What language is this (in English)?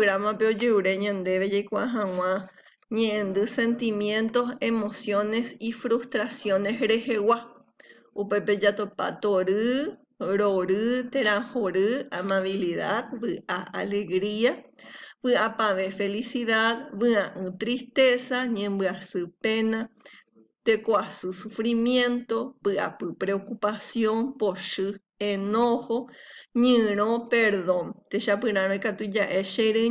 Guarani